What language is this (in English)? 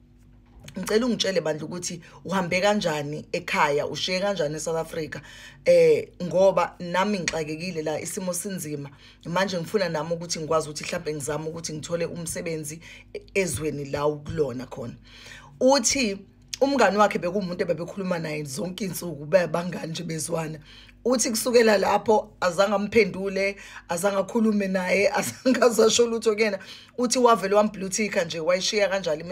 Zulu